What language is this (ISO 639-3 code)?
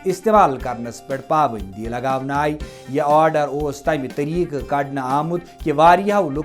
kas